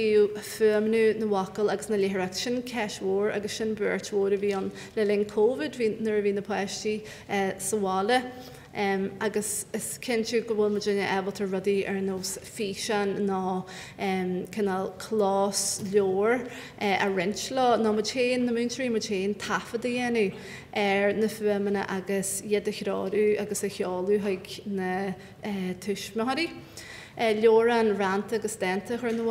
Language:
Irish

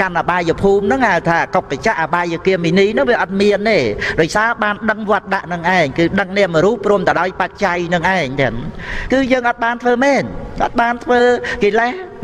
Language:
Khmer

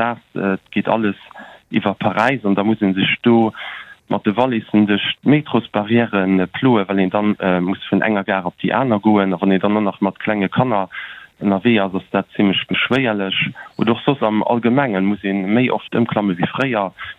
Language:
Luxembourgish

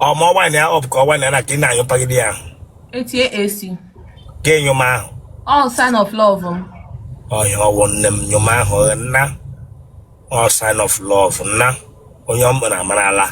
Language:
Igbo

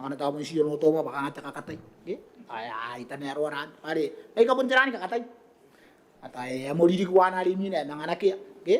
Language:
Gilbertese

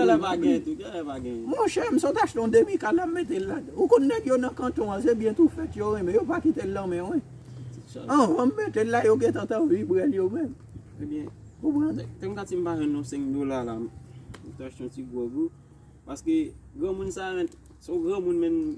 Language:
Haitian Creole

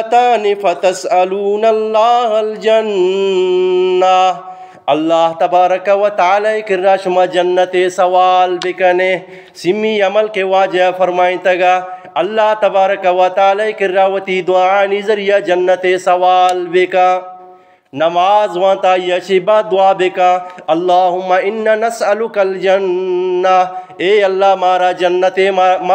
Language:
Eastern Balochi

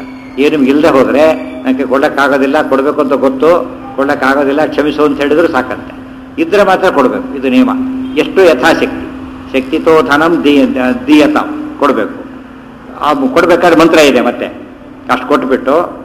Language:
Kannada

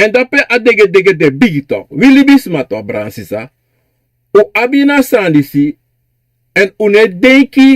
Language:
Sranan Tongo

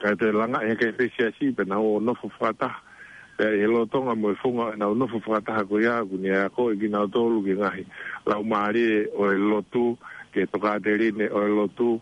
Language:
Tongan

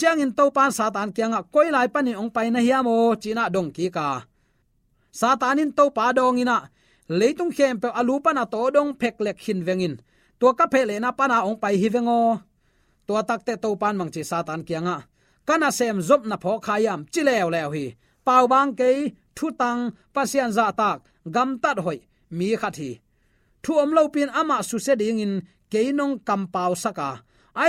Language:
Tedim Chin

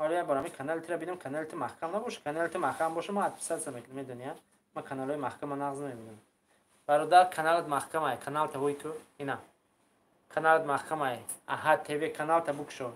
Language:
Tajik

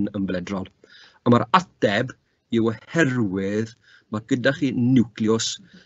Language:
Welsh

